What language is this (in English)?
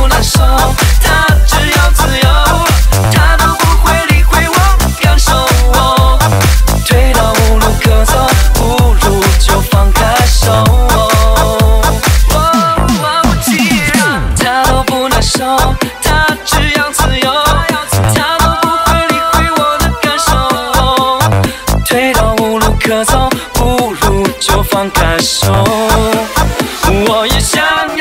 Chinese